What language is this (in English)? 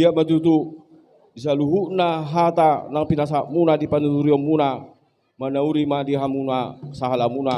Batak Toba